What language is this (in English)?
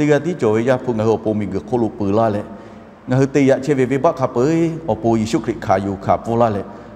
Lahu